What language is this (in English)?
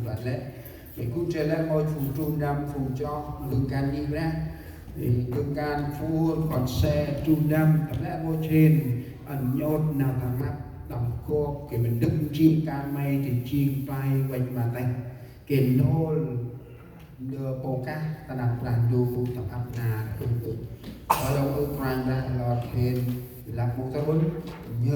Central Mnong